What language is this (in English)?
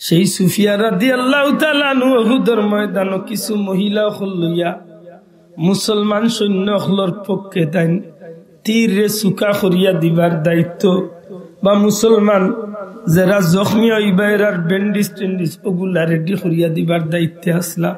Sylheti